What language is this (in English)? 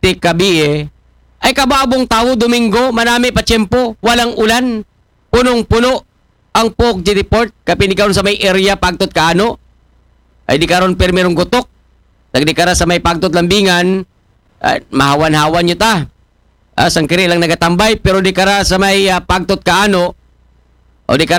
Aklanon